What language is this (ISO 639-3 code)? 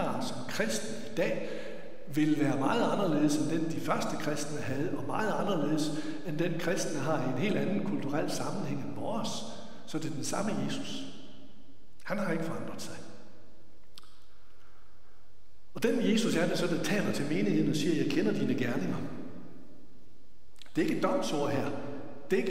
dan